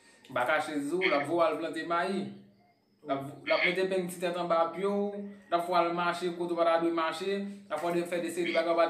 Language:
Haitian Creole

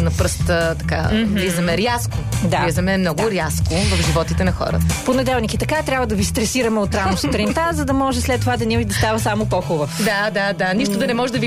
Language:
Bulgarian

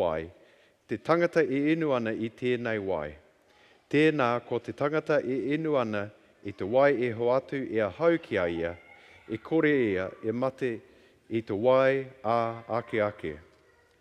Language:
Māori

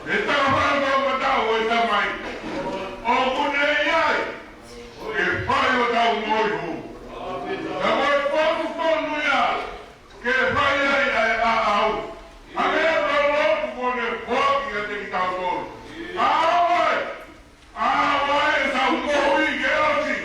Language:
Tongan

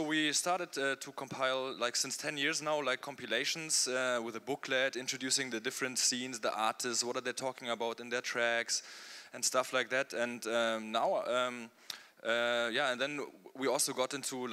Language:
English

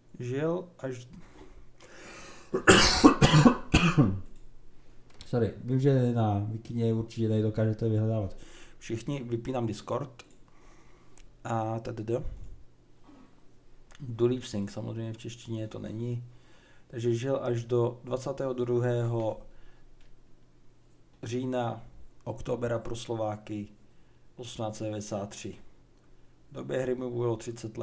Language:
Czech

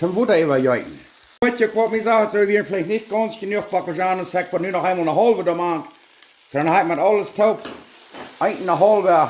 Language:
Plautdietsch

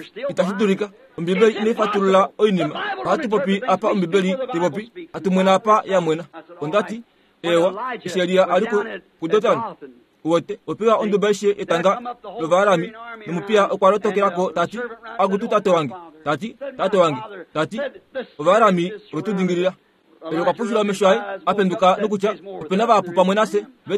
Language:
Kuanyama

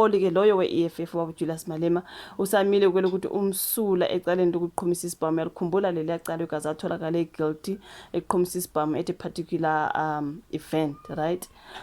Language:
Zulu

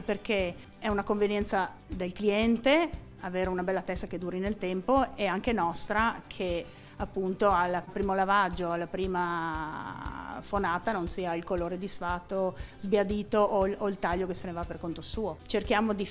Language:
Italian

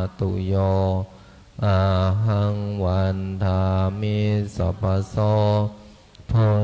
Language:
Pali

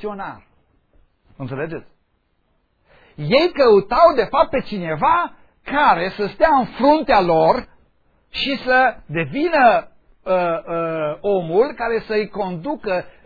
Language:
Romanian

